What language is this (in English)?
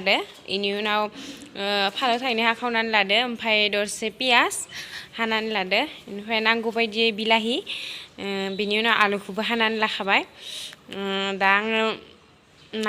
Bodo